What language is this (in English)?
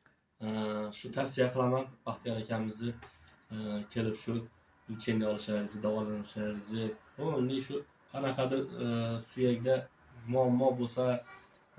Uzbek